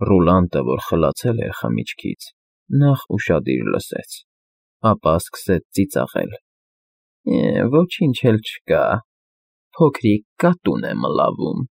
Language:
Armenian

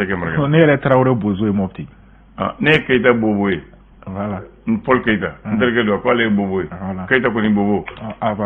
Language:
Bambara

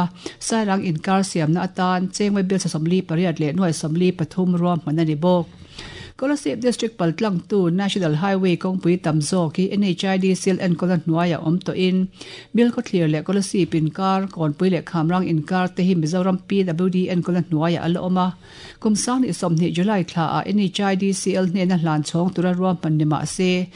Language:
Mizo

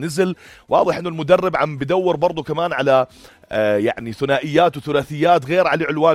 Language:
North Levantine Arabic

